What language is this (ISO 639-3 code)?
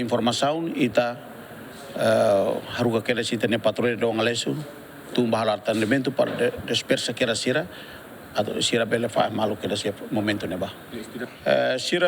tet